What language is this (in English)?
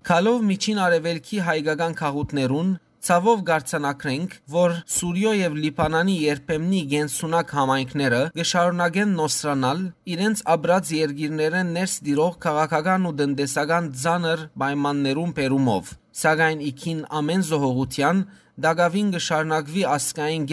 Western Armenian